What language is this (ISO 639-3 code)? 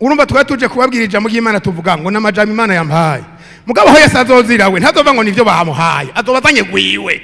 run